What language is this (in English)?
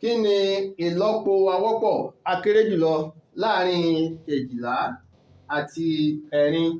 Yoruba